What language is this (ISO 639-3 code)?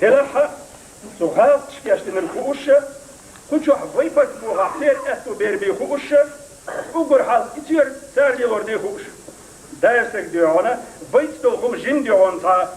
che